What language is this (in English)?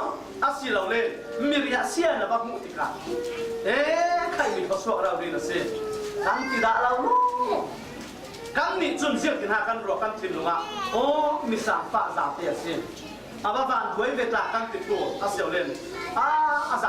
Falam Chin